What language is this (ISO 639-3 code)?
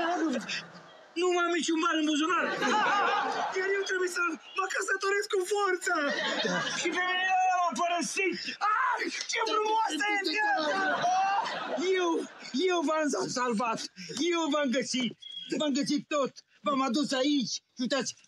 ron